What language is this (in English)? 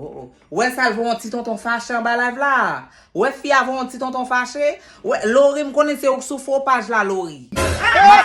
Haitian Creole